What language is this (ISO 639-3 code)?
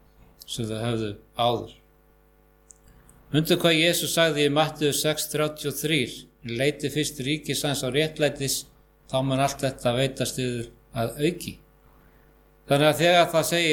isl